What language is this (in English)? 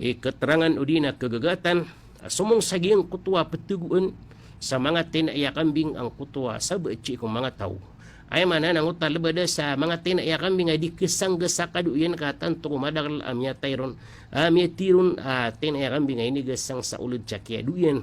Maranao